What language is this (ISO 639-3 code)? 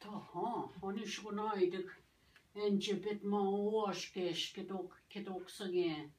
oji